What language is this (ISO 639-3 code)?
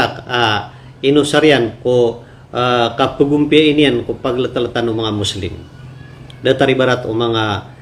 mrw